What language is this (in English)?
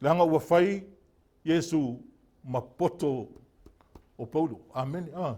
Samoan